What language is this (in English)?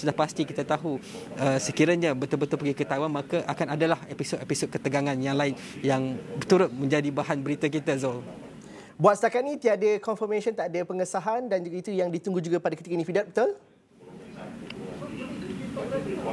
Malay